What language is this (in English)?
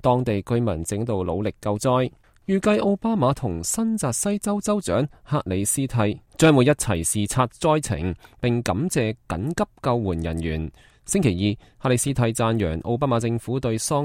Cantonese